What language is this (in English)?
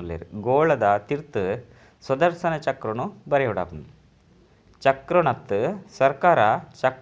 Tulu